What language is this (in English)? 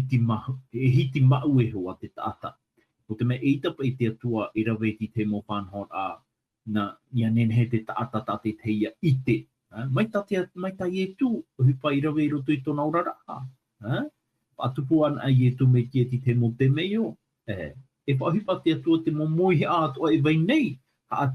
Tahitian